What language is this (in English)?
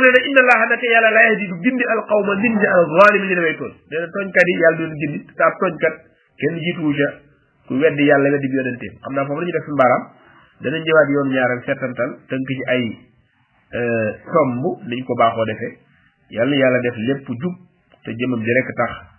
Wolof